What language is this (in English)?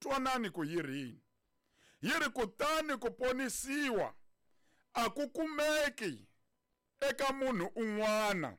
Tsonga